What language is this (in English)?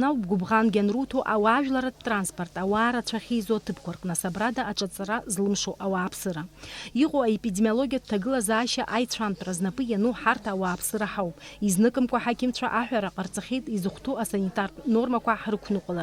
Abkhazian